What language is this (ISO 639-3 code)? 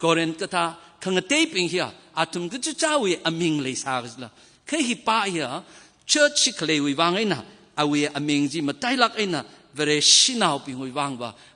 nmf